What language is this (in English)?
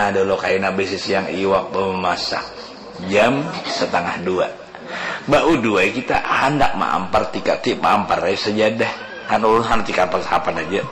Banjar